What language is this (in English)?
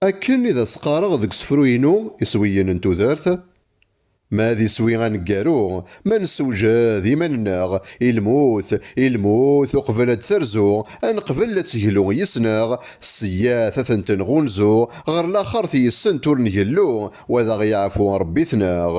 Kabyle